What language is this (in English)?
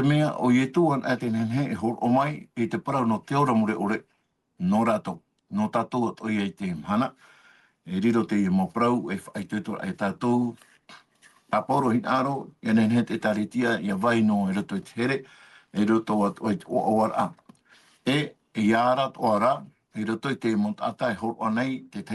Tahitian